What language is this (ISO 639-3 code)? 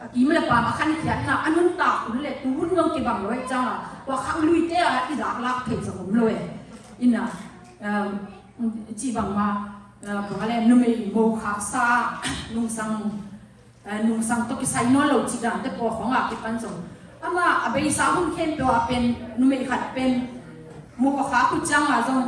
ctd